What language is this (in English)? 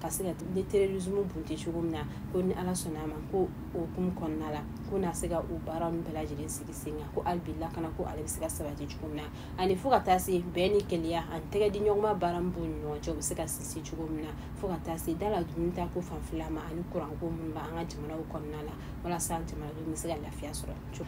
Bambara